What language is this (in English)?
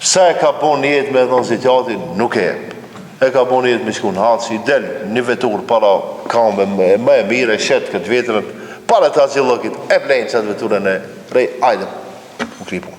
Albanian